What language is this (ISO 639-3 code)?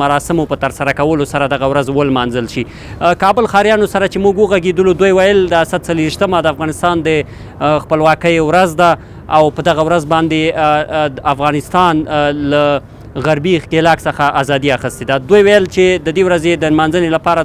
pus